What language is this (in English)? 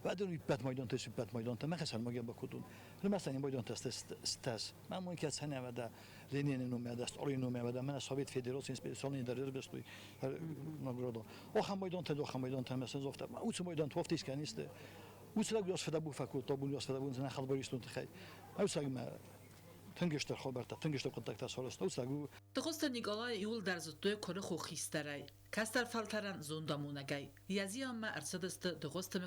Ossetic